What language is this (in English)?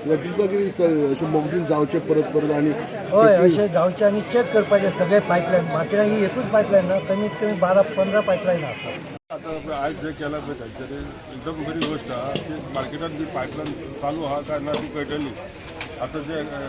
Konkani